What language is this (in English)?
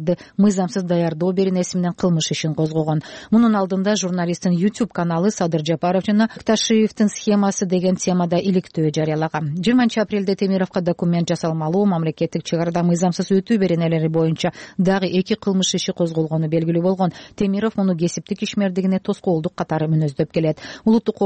Kyrgyz